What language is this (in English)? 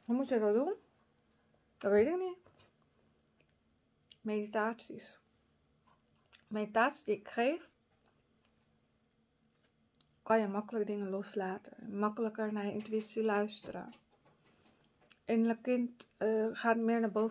Dutch